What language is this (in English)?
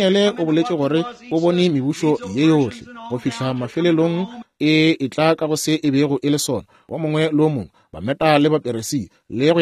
Northern Sotho